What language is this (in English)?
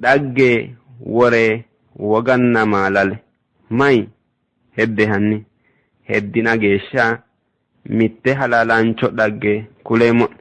Sidamo